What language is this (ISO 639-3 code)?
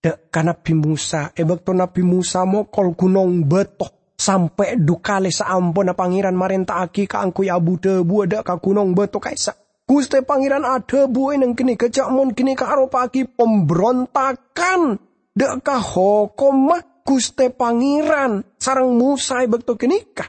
mad